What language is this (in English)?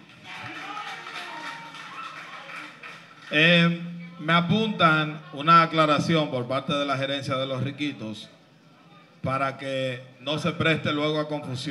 Spanish